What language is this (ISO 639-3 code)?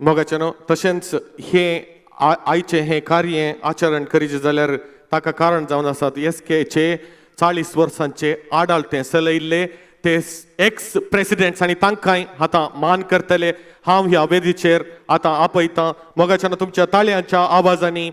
kok